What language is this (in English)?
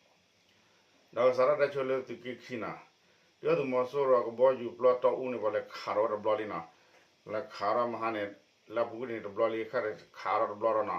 S'gaw Karen